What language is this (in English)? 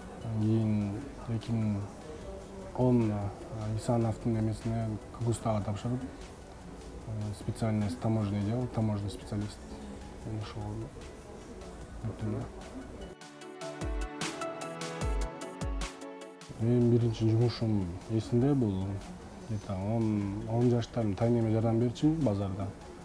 Kyrgyz